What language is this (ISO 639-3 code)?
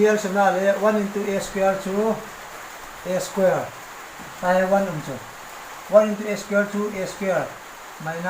tcz